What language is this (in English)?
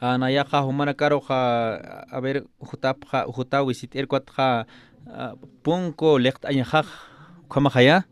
Aymara